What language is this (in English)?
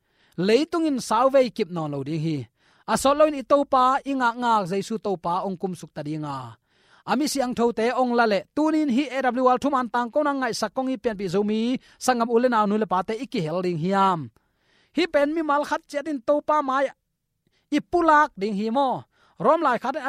Tedim Chin